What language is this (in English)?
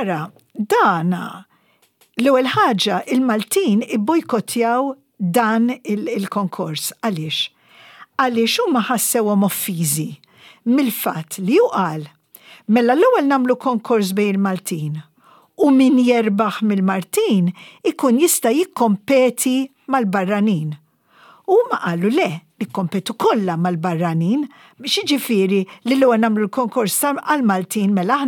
Maltese